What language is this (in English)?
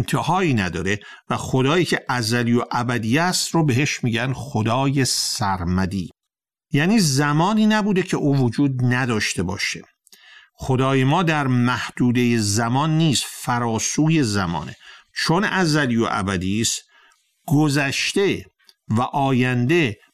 Persian